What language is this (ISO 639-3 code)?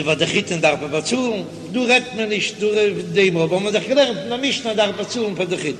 yid